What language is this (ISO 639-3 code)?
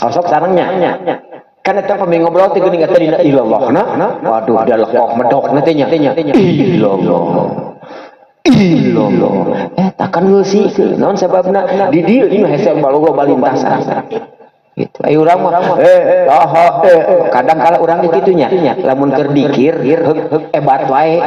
sun